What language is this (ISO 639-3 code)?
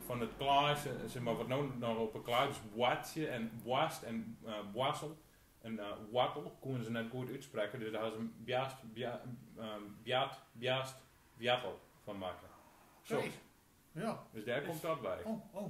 gos